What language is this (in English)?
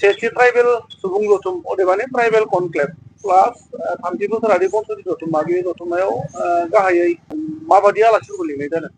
Bodo